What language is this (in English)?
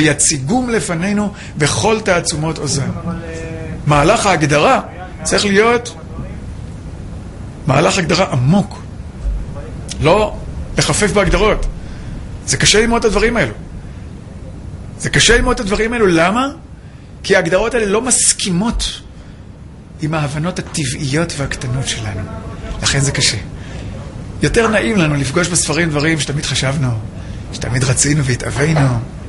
Hebrew